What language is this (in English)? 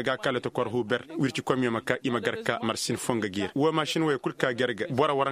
Koyraboro Senni